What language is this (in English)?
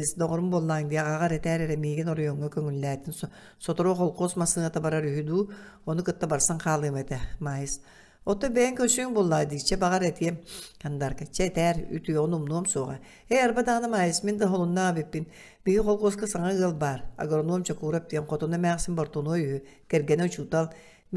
Yakut